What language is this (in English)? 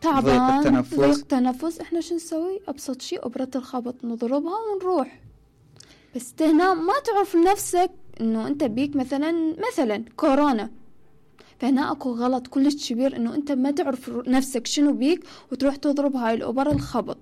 Mesopotamian Arabic